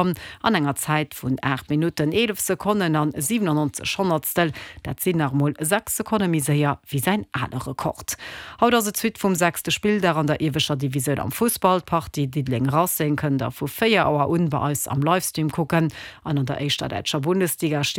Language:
Luxembourgish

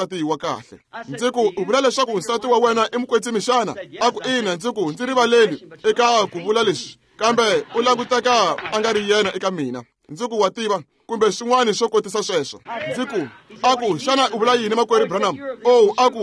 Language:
Tsonga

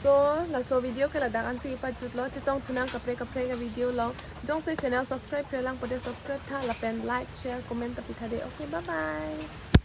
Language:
Karbi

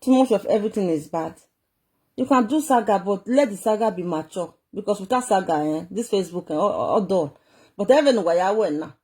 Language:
Nigerian Pidgin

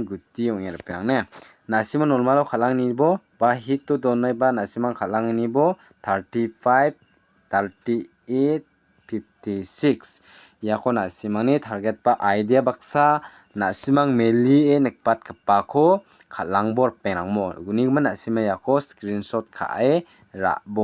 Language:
Garo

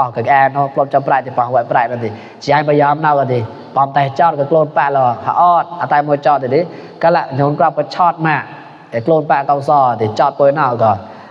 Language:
Mon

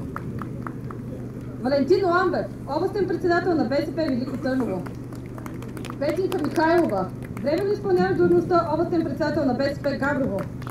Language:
Bulgarian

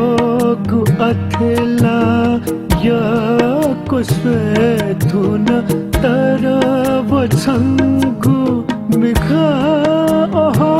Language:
Newari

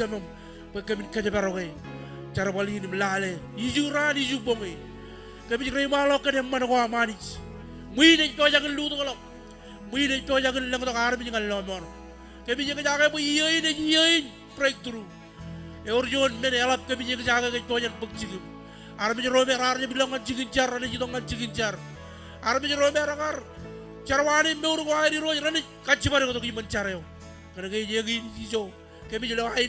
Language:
Marshallese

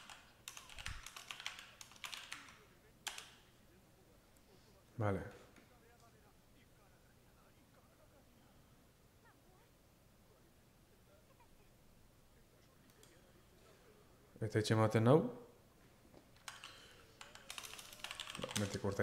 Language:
Basque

